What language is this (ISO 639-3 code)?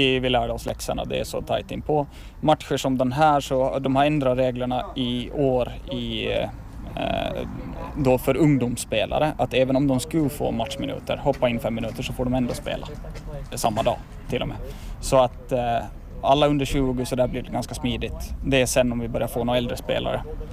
swe